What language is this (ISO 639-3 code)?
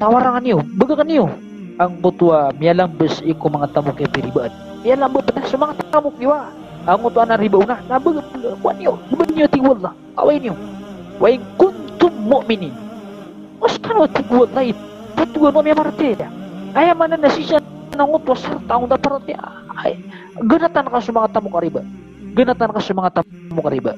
mrw